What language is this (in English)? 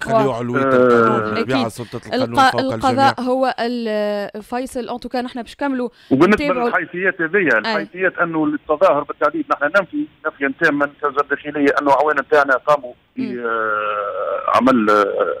Tunisian Arabic